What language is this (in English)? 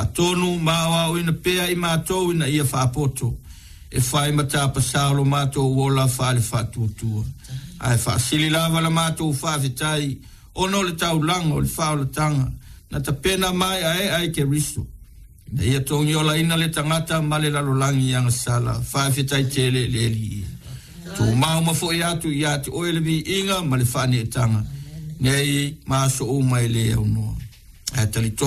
Samoan